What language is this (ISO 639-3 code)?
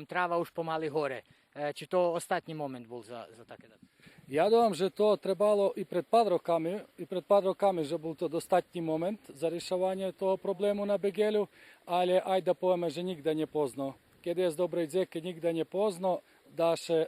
rue